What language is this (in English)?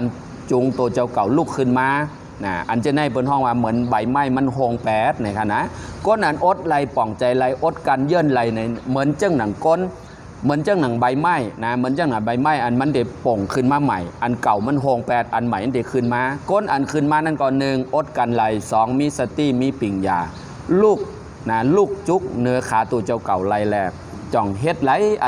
Shan